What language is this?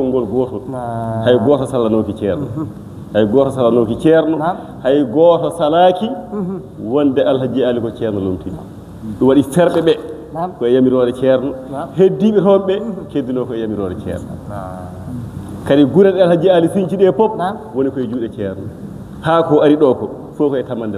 Fula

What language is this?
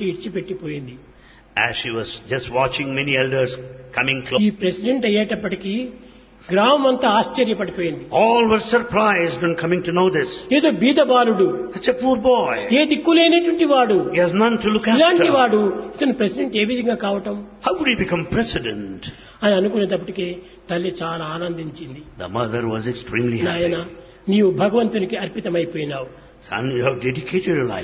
Telugu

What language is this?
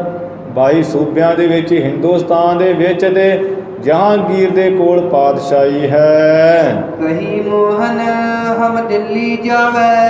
Punjabi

